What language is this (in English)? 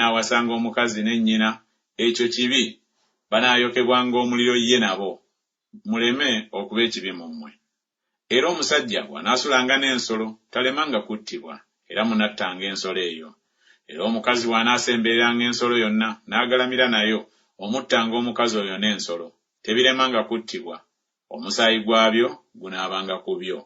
Ganda